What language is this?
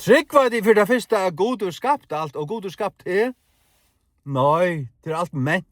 Faroese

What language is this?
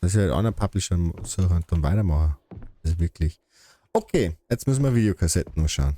Bavarian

